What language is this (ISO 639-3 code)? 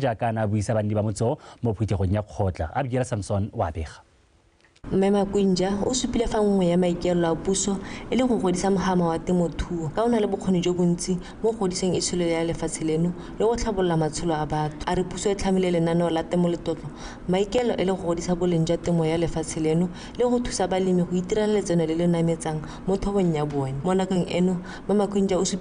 tsn